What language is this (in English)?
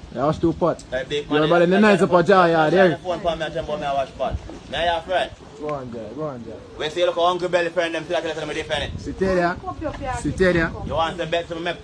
Jamaican Creole English